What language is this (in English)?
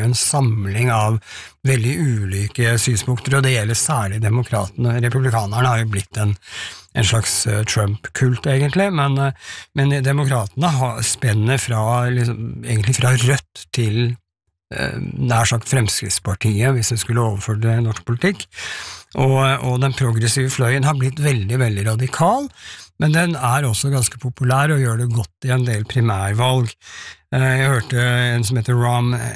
Norwegian